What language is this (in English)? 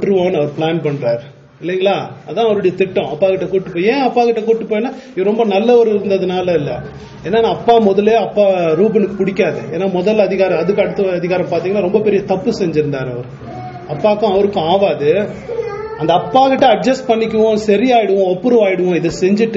Tamil